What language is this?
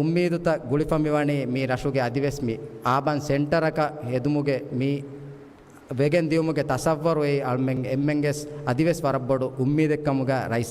Divehi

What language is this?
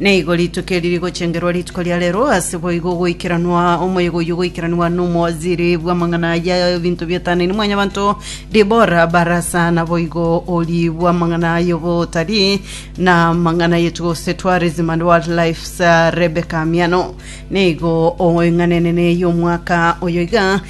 Gusii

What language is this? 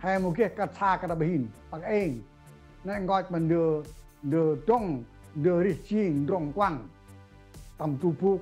Central Mnong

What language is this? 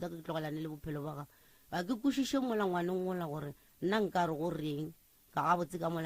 Northern Sotho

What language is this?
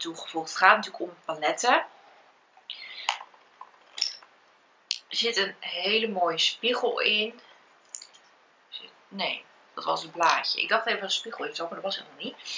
Dutch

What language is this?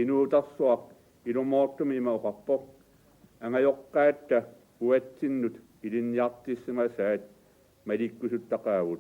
Kalaallisut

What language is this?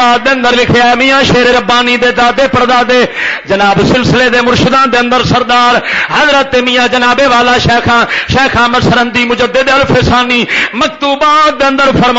Western Panjabi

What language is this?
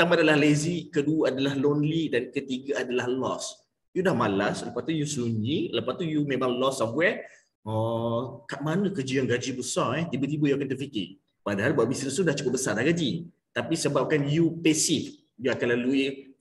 Malay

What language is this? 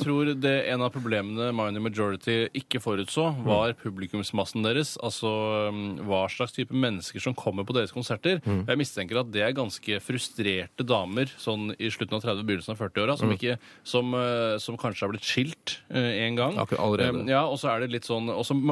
Norwegian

